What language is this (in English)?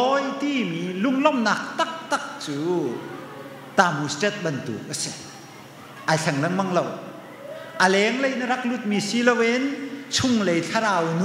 Hakha Chin